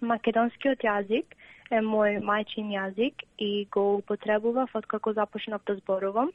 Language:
Macedonian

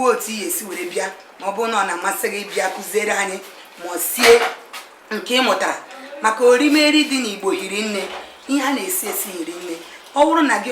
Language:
Igbo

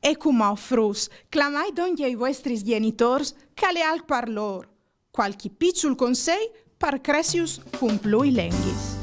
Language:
Friulian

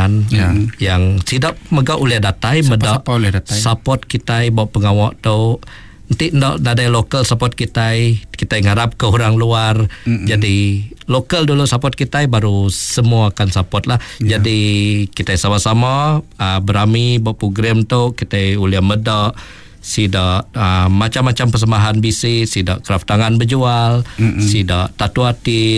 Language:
Iban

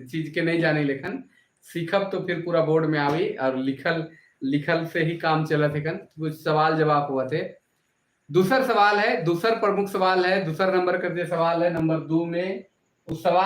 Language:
Sadri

